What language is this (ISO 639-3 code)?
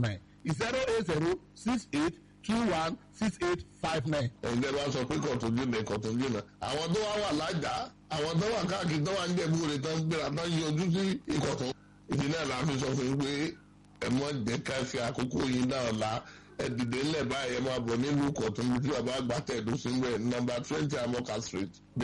yor